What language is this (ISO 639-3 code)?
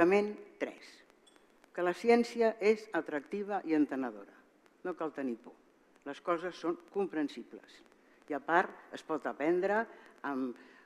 cat